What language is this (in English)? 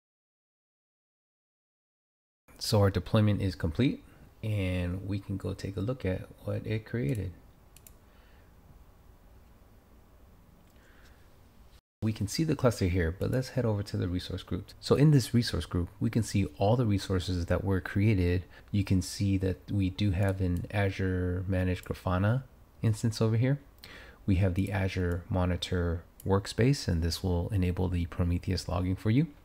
English